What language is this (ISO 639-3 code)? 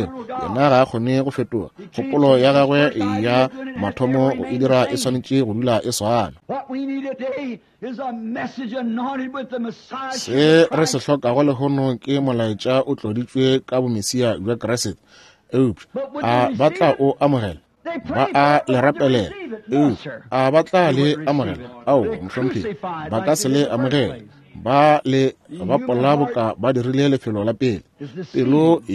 nso